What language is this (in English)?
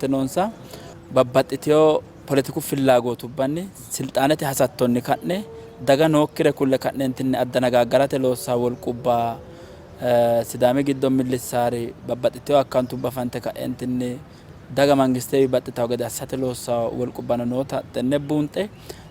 Sidamo